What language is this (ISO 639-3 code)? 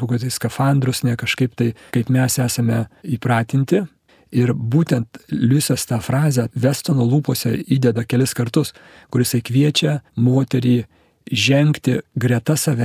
lit